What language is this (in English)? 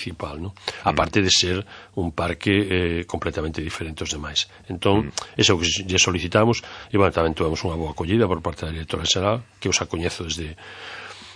Galician